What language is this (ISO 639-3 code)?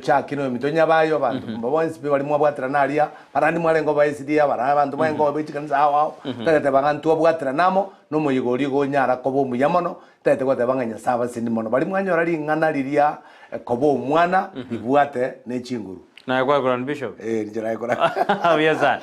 guz